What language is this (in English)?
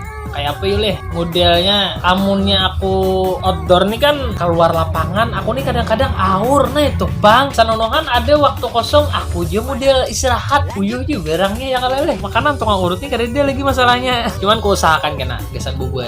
Banjar